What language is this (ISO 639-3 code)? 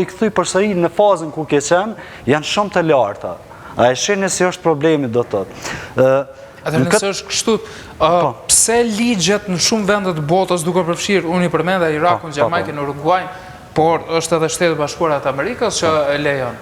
sqi